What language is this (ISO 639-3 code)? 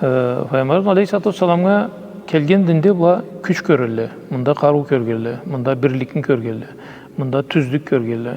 krc